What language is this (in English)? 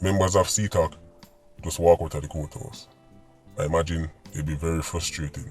Jamaican Creole English